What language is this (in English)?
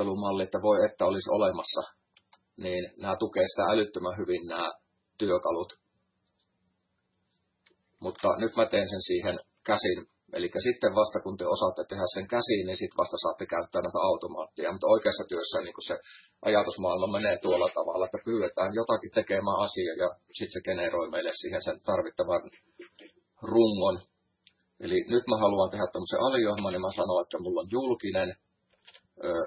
Finnish